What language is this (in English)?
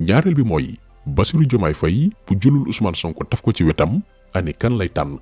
Wolof